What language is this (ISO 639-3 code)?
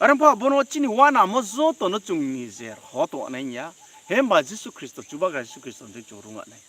ria